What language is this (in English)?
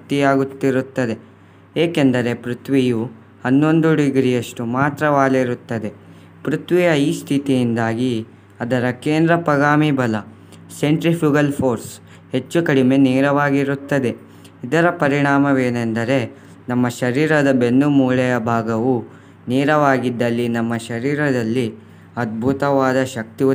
Kannada